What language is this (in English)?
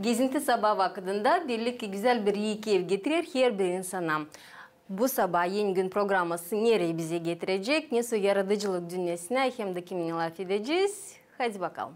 Gagauz